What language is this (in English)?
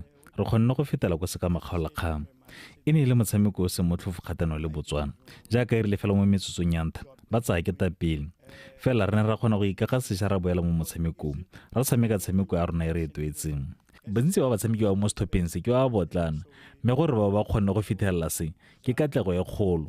Tswana